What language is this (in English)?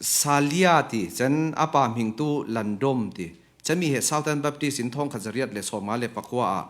Falam Chin